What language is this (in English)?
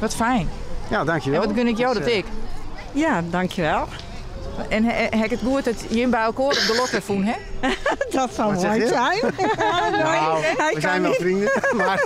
Western Frisian